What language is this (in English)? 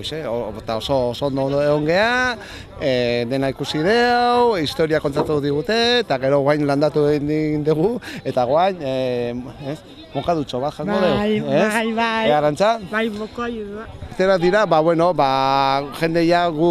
Basque